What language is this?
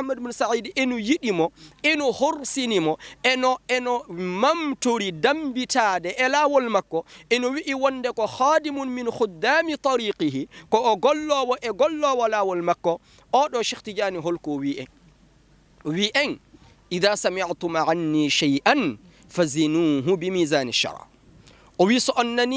Fula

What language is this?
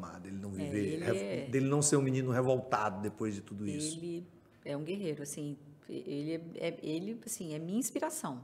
Portuguese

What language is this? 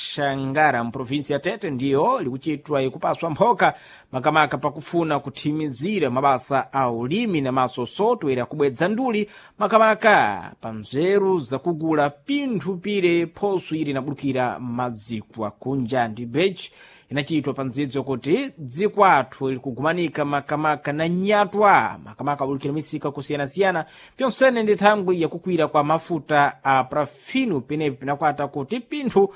Sena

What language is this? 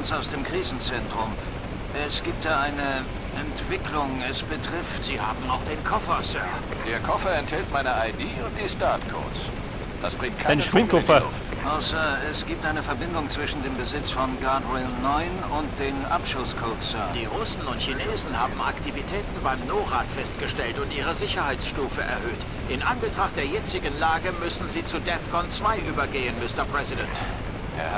Bavarian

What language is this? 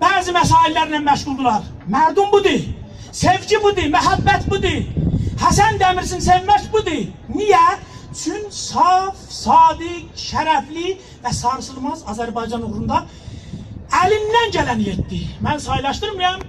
South Azerbaijani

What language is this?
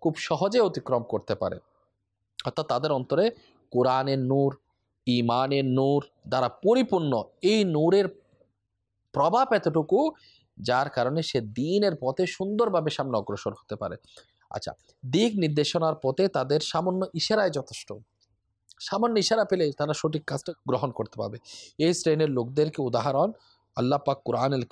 Bangla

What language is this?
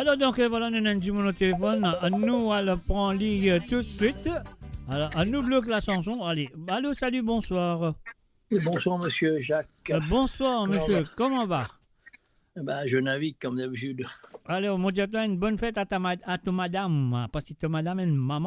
Morisyen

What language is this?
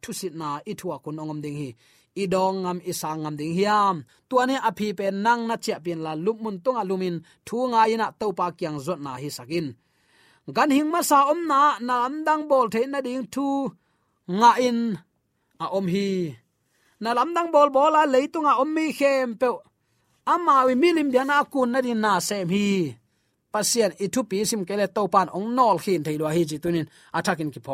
Tedim Chin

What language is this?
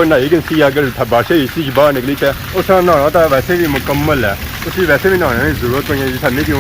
Pahari-Potwari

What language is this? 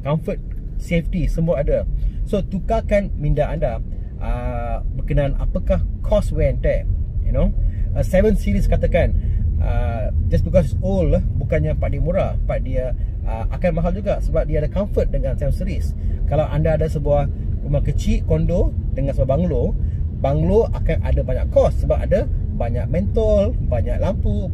Malay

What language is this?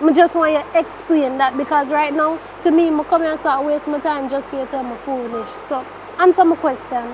Jamaican Creole English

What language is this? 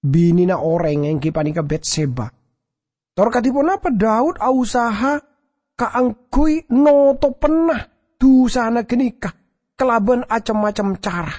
Madurese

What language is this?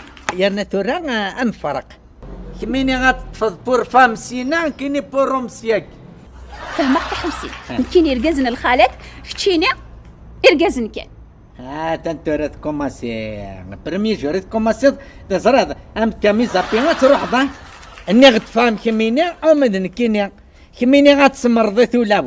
Kabyle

